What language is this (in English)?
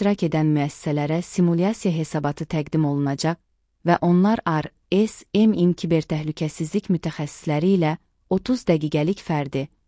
Azerbaijani